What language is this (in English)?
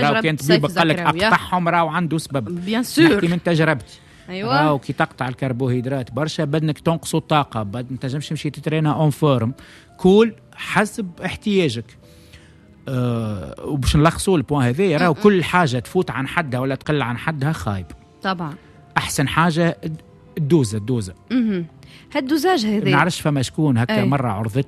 Tunisian Arabic